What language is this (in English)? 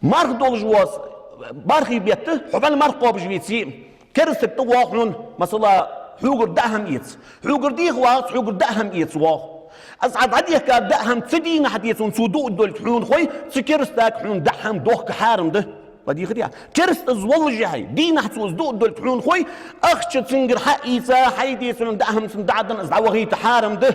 Ingush